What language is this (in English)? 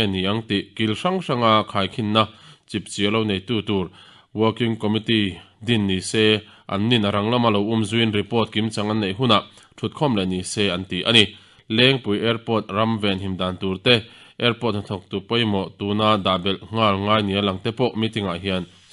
Mizo